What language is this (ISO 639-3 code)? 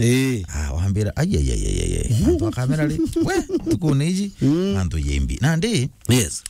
mer